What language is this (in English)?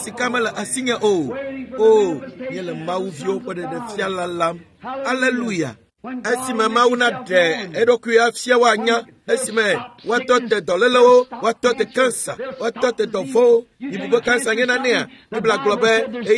Ewe